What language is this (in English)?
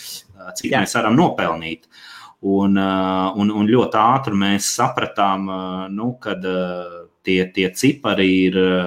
Latvian